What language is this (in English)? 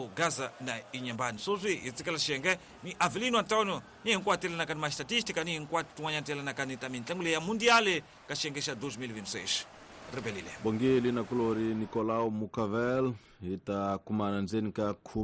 Tsonga